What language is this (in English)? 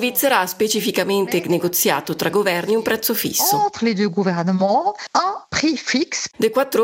Italian